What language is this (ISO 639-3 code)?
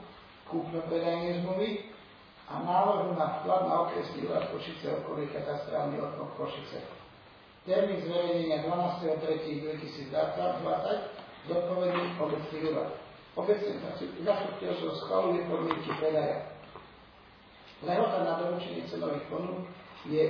slk